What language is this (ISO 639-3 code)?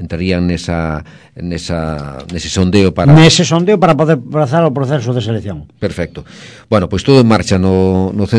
glg